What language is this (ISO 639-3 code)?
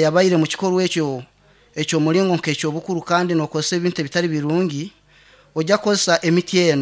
nyn